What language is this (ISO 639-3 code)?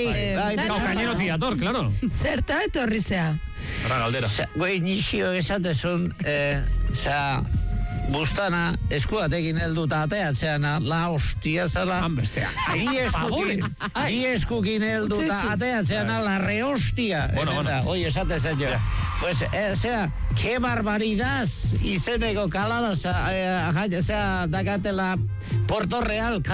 eus